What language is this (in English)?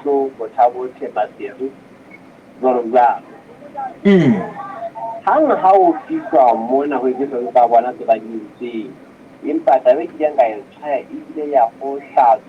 Southern Sotho